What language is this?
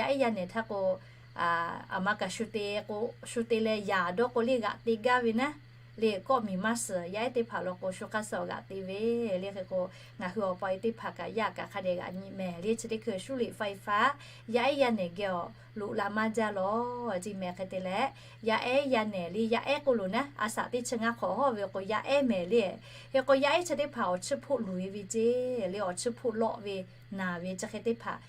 Lahu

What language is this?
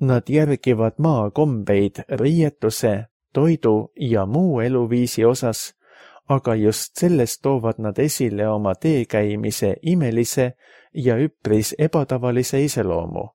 Estonian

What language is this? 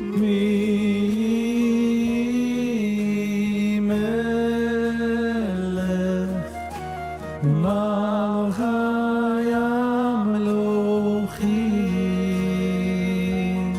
Yiddish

